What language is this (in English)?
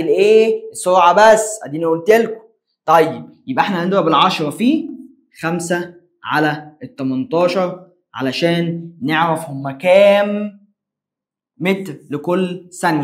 Egyptian Arabic